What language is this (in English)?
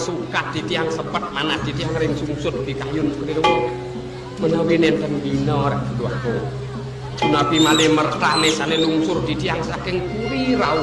Balinese